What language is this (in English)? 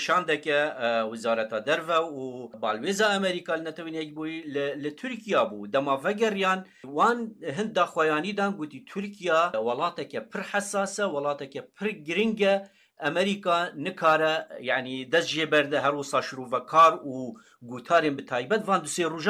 Kurdish